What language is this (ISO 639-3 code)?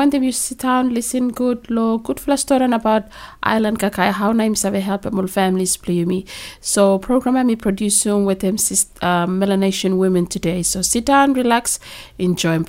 bis